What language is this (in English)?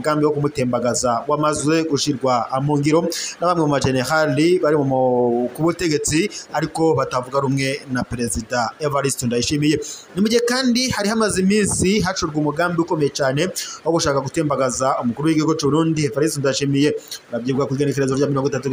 Rundi